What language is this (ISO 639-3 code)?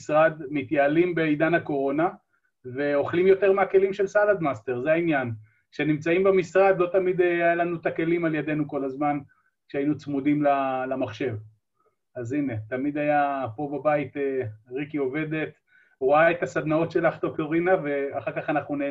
heb